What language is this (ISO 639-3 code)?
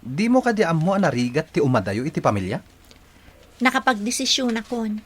ilo